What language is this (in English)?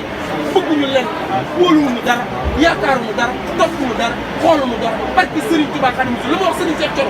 Wolof